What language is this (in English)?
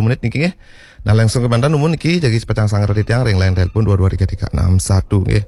Balinese